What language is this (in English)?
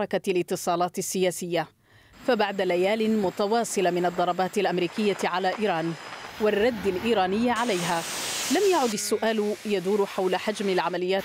Arabic